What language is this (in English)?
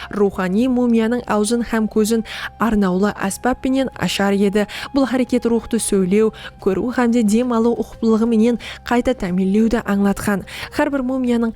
Kara-Kalpak